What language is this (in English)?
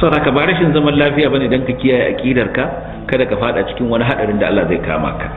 Hausa